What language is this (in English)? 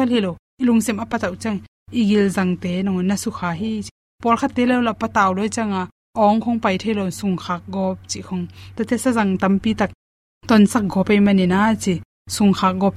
Tedim Chin